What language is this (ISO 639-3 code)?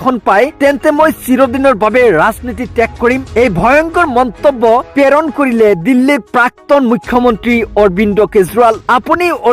asm